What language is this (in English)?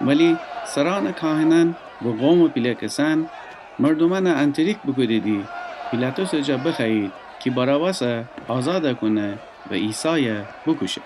Gilaki